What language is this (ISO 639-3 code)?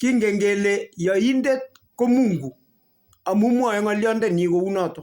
kln